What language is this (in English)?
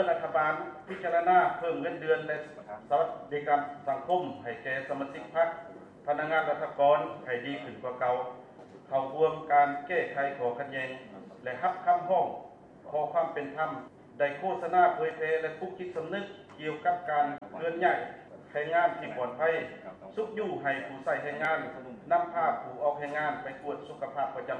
Lao